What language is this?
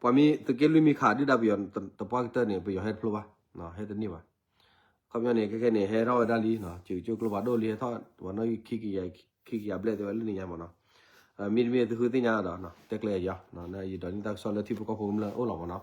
S'gaw Karen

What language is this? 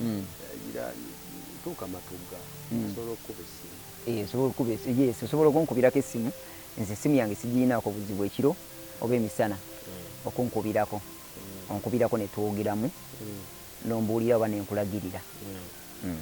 Ganda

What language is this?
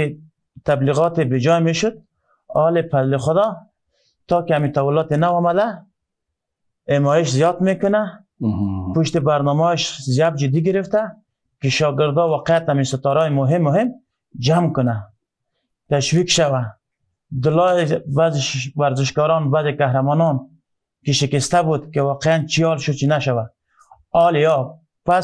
Persian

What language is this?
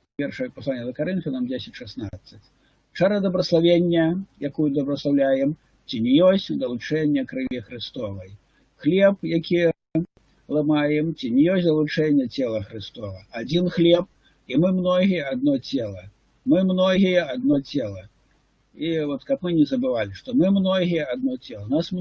Belarusian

